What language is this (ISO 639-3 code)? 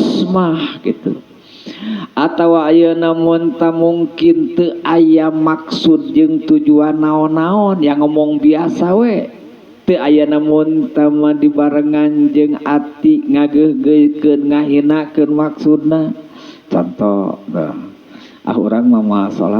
sun